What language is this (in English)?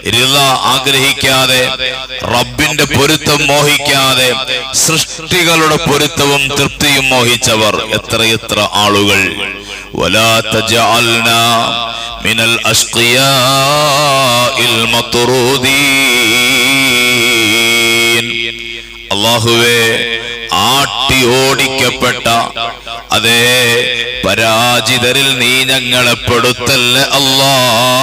Malayalam